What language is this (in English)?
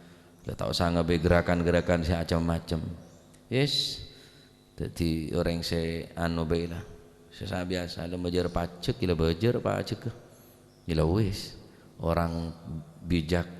Madurese